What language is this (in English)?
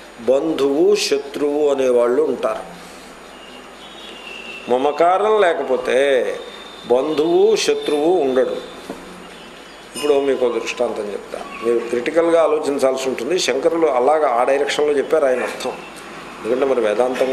Telugu